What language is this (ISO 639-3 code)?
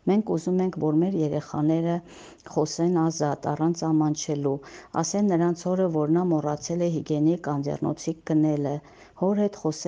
hye